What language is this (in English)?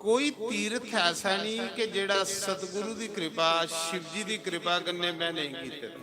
Dogri